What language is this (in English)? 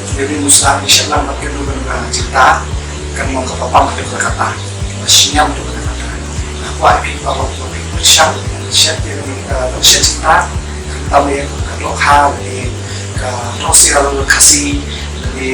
Khasi